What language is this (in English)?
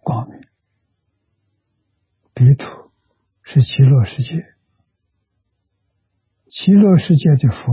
Chinese